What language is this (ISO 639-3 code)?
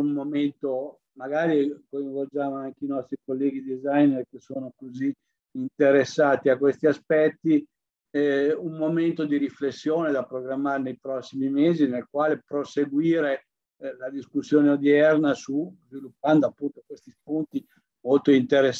ita